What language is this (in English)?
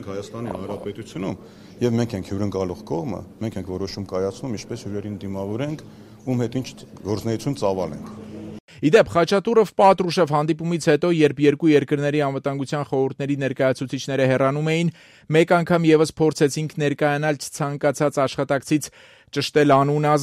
Armenian